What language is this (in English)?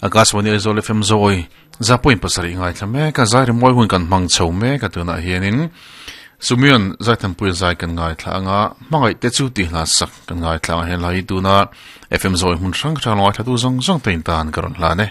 Mizo